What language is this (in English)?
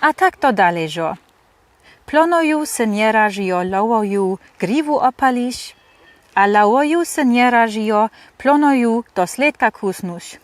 Lower Sorbian